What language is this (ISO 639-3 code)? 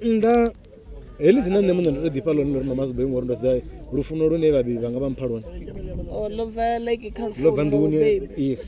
ven